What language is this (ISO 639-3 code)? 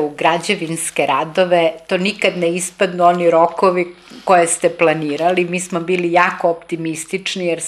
srp